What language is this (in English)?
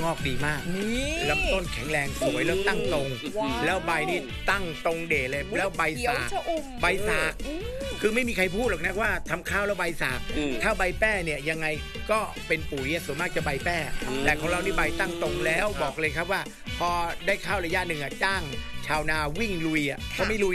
Thai